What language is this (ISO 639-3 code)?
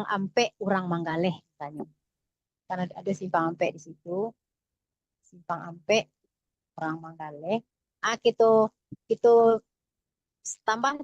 min